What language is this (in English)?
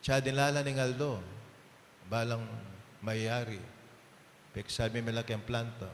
Pampanga